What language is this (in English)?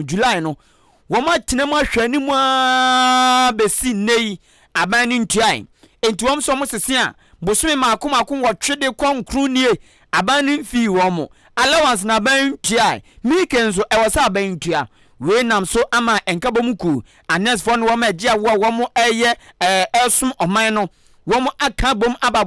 Akan